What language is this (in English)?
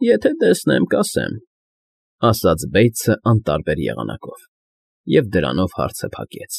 Armenian